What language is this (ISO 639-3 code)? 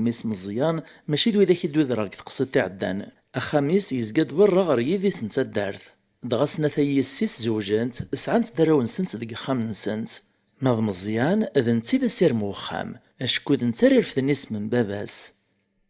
kab